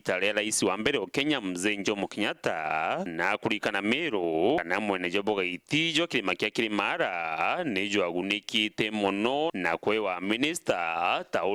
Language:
Meru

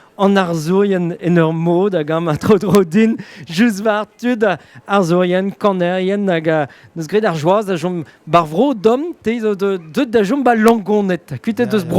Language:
Breton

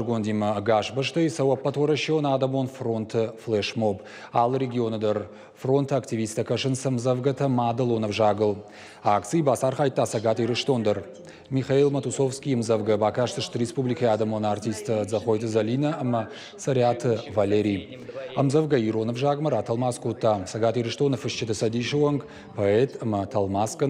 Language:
Ossetic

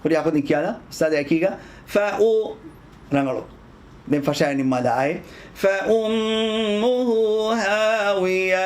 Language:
Divehi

